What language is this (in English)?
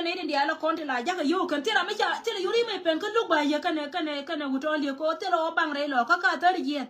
Nuer